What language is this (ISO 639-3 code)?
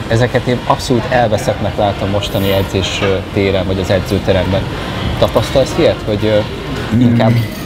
hun